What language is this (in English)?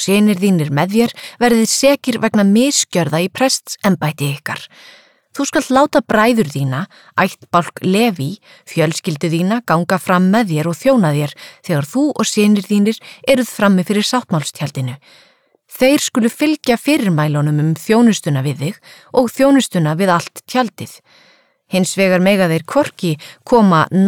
Icelandic